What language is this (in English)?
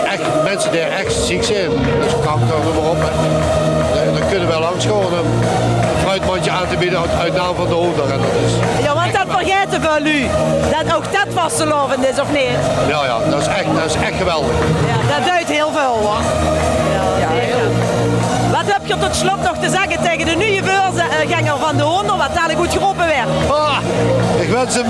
Limburgish